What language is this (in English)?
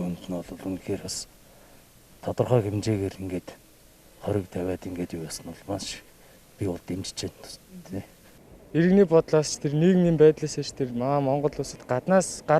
Mongolian